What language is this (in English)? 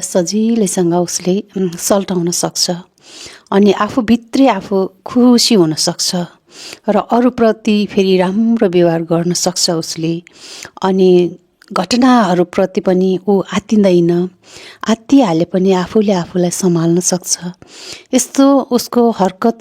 Nepali